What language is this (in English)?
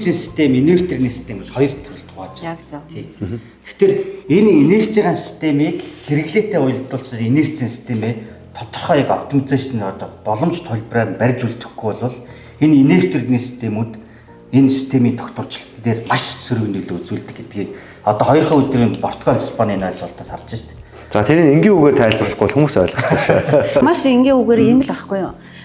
Mongolian